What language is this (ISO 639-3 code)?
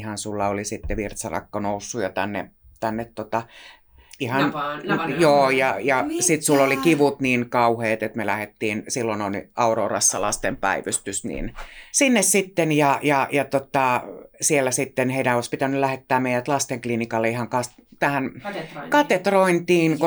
fin